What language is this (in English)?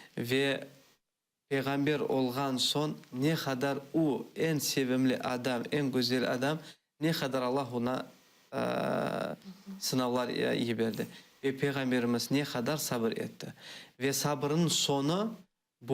Crimean Tatar